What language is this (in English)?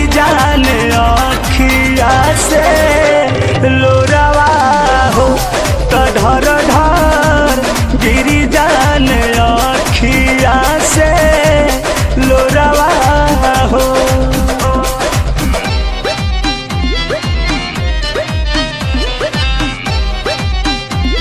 Bhojpuri